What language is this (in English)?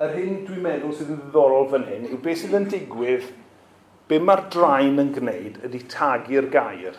Welsh